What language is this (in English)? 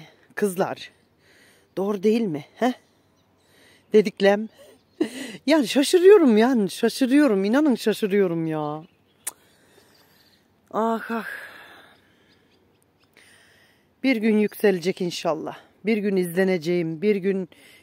Turkish